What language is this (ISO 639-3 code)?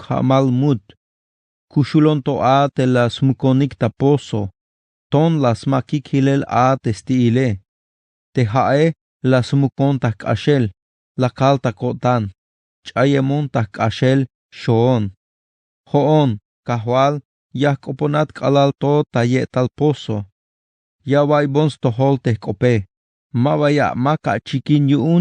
tzh